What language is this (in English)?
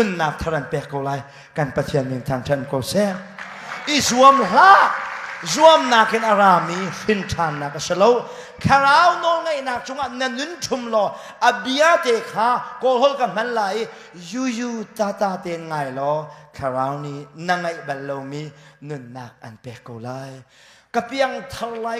Hakha Chin